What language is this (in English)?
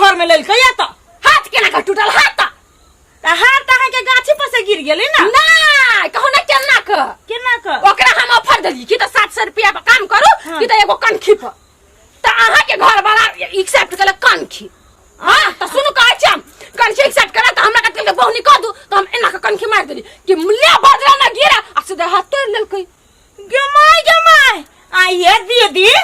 Maithili